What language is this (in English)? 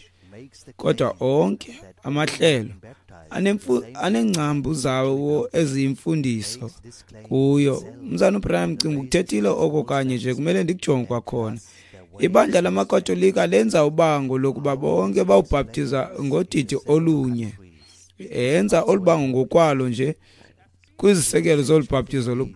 Xhosa